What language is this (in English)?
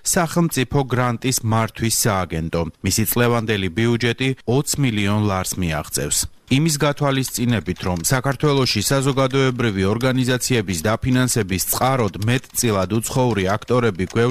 Georgian